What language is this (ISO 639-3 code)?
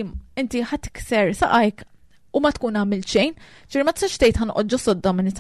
mlt